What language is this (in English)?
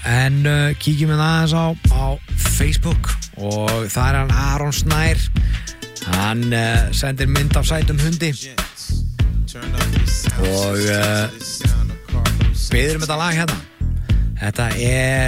Icelandic